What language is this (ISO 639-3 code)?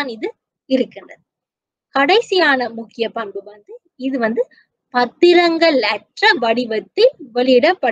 tam